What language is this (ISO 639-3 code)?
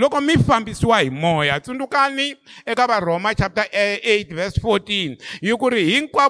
tso